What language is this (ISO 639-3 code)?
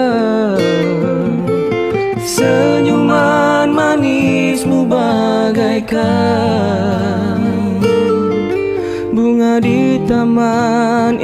msa